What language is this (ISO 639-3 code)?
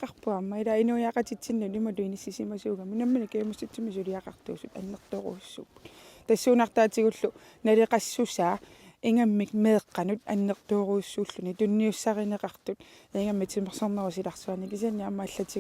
kal